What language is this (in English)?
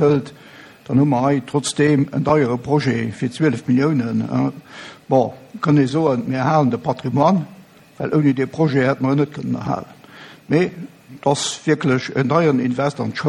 Luxembourgish